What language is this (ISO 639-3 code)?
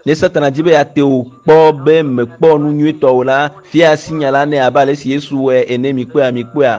ewe